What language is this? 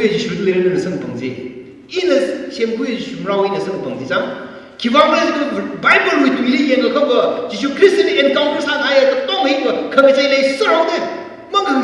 Tangkhul Naga (India)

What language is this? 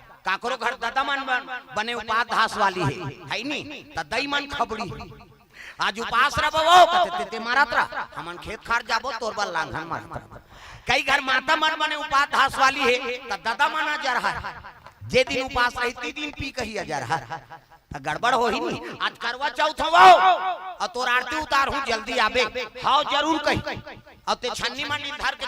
Chhattisgarhi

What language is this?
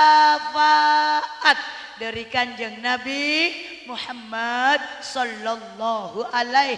Madurese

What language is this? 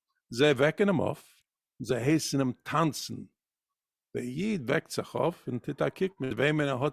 Yiddish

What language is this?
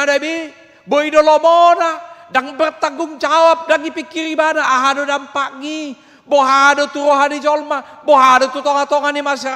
Batak Toba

